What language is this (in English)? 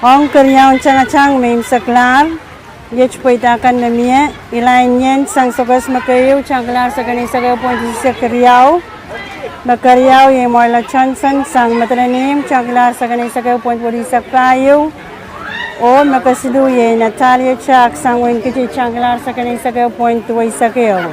Pohnpeian